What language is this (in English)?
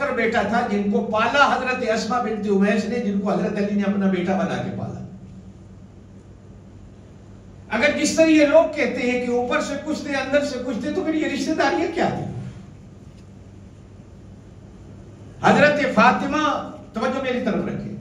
Urdu